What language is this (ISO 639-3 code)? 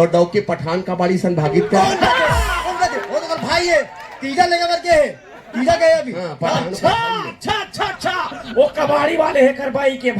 hne